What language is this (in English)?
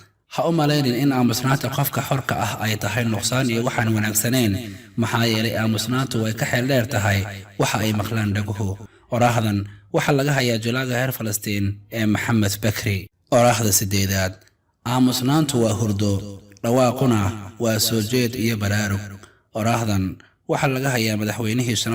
Somali